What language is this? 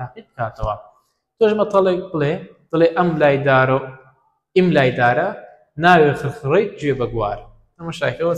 Central Kurdish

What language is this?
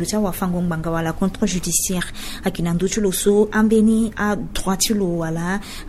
Sango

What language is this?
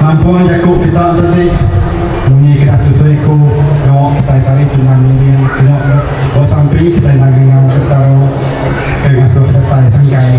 Iban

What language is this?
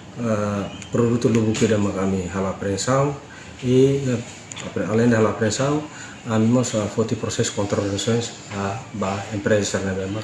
Tetum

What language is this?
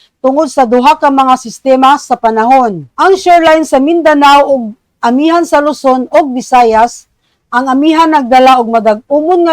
Cebuano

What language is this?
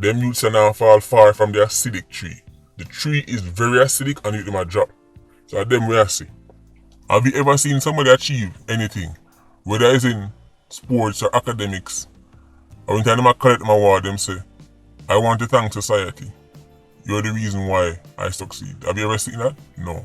Jamaican Creole English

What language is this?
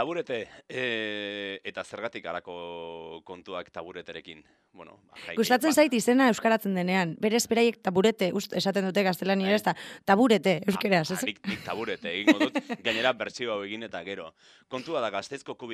Basque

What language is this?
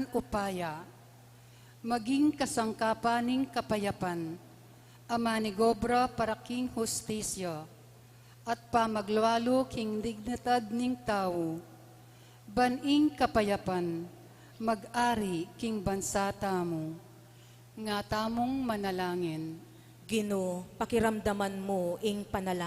Pampanga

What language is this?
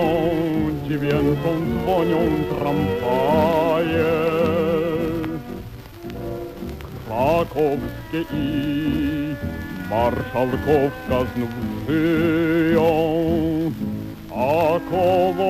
Polish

